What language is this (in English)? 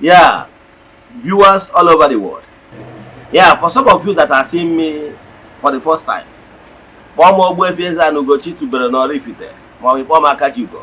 Igbo